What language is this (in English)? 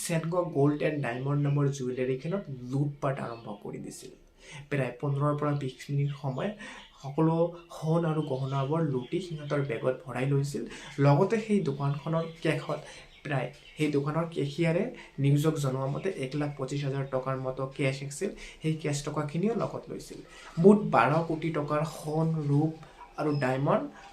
Assamese